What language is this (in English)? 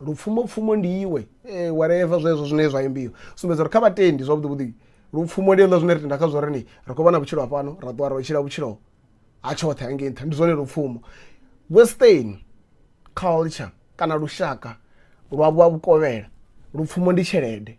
Venda